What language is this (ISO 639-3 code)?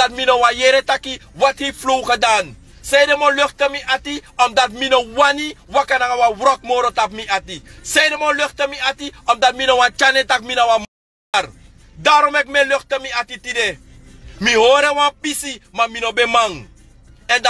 srn